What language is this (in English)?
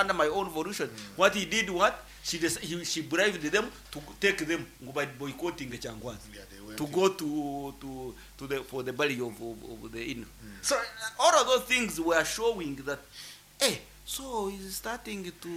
Nyankole